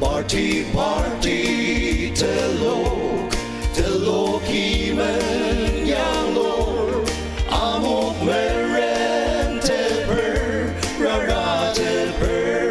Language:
Ao Naga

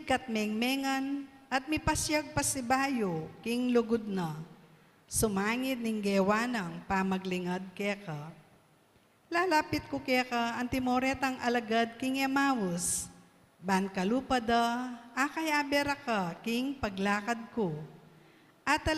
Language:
Pampanga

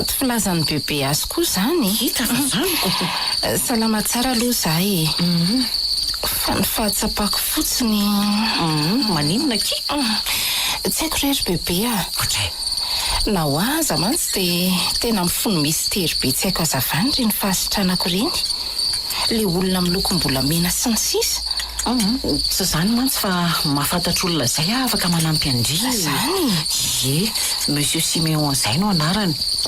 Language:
Malagasy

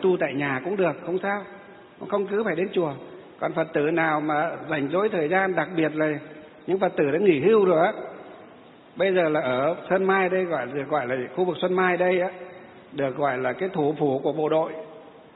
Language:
Vietnamese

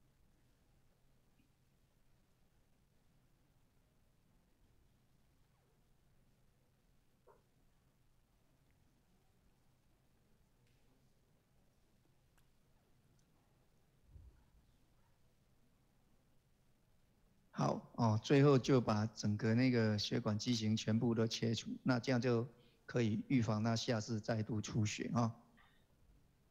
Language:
Chinese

